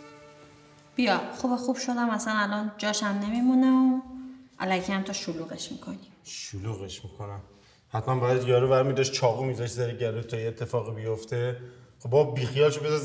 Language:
Persian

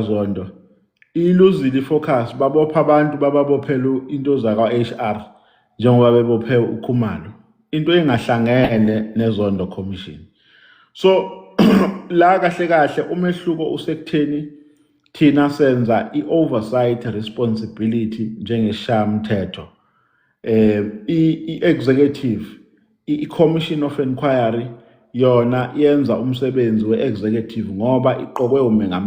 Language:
Zulu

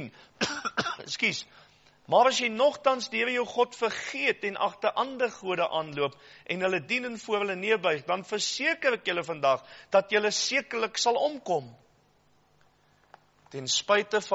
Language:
Afrikaans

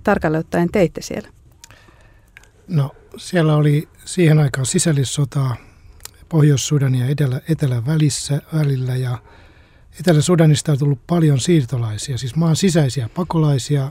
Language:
Finnish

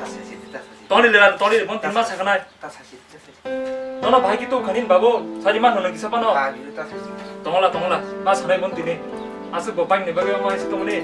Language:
Kok Borok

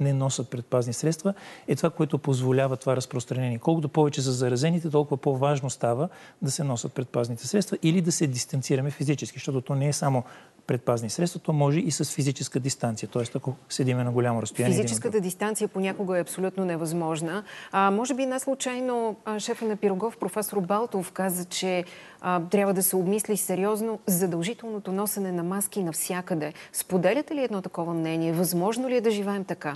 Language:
Bulgarian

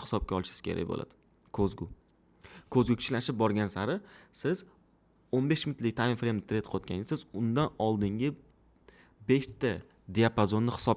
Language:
Uzbek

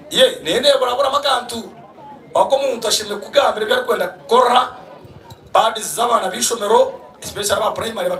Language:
Nyankole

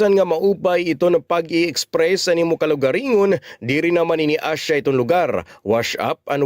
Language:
Waray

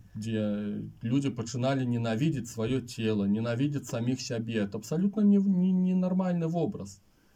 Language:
Belarusian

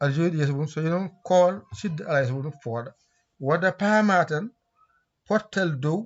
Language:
Fula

